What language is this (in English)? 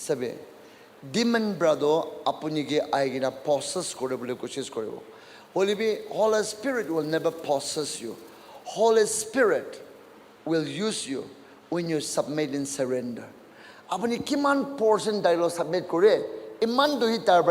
Naga Pidgin